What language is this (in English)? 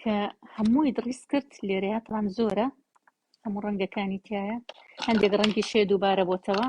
Central Kurdish